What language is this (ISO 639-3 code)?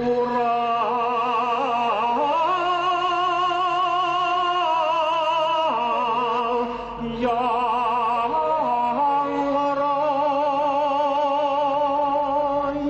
bak